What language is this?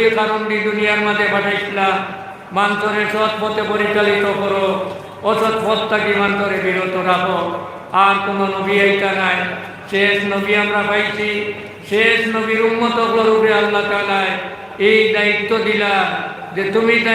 Sylheti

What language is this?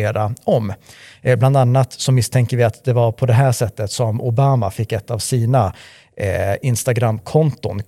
Swedish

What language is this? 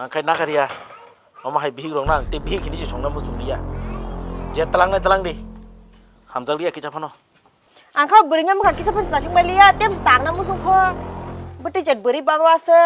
Kok Borok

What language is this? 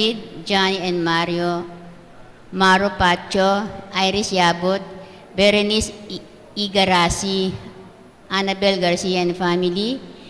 Pampanga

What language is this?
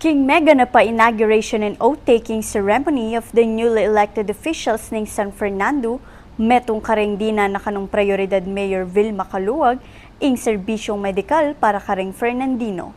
Pampanga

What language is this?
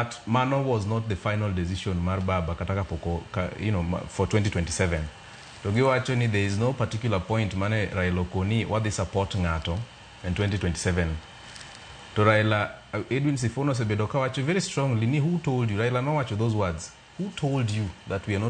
Luo (Kenya and Tanzania)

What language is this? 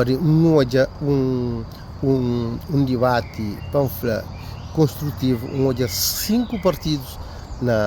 Kabuverdianu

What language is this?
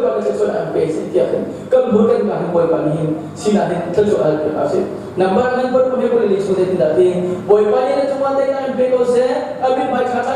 Hakha Chin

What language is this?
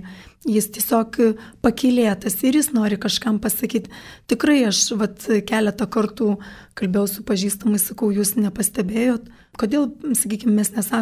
Lithuanian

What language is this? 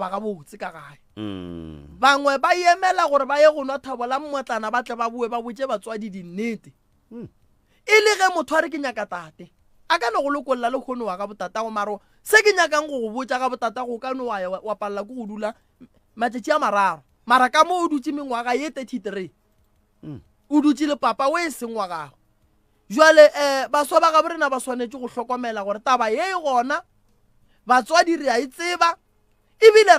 Northern Sotho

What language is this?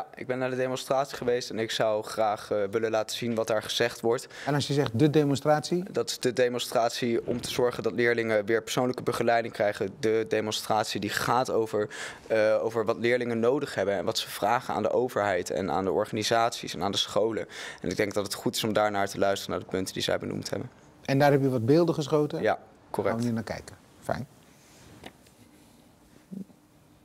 Dutch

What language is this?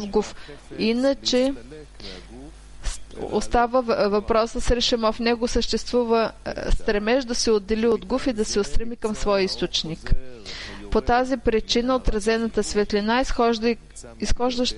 Bulgarian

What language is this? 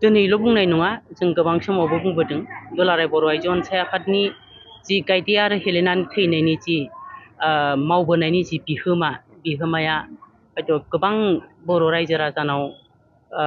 Bodo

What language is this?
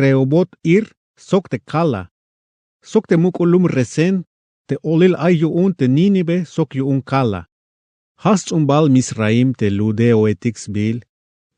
Tzeltal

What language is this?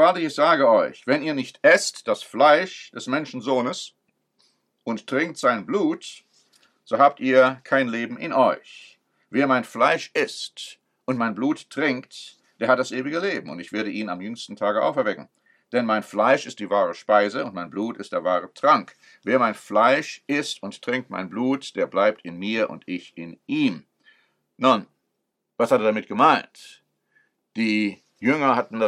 German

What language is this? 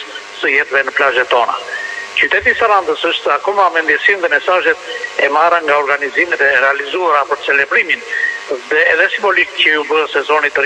Albanian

